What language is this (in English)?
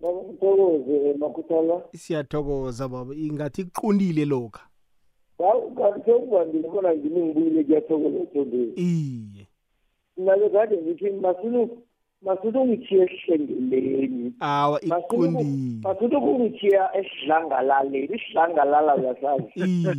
South Ndebele